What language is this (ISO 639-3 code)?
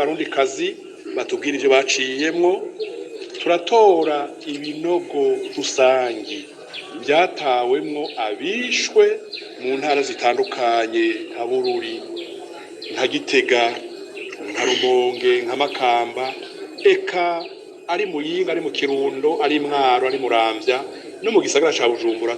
run